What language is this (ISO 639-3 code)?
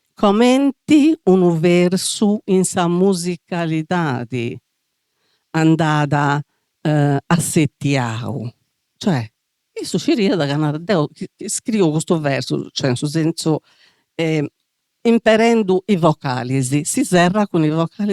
srd